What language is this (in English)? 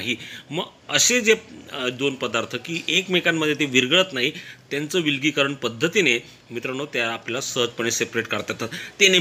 Marathi